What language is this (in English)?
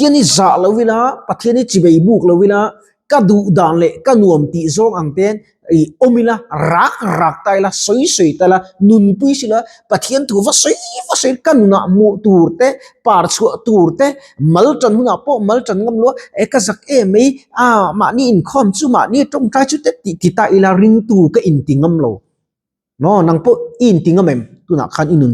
Mizo